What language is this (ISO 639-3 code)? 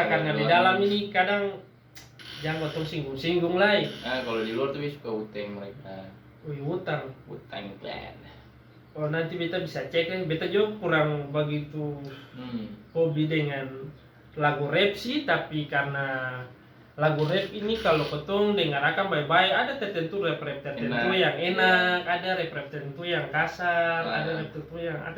abs